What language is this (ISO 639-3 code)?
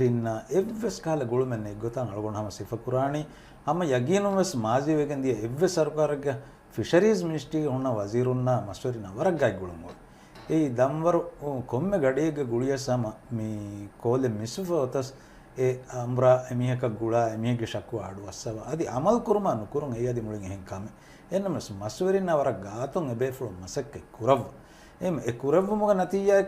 div